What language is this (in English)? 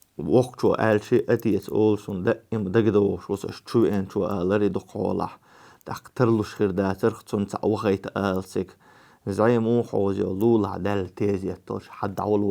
Chechen